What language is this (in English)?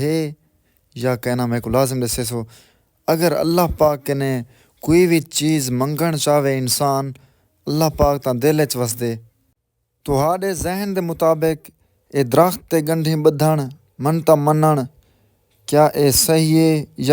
Saraiki